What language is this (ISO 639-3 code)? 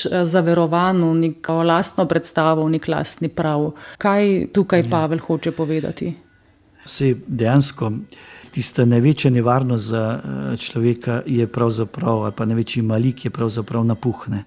slv